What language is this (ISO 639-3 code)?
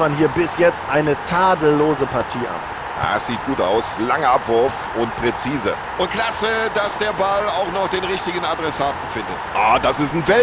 bar